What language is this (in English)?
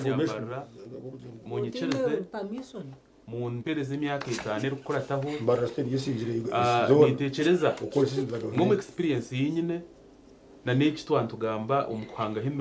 Nyankole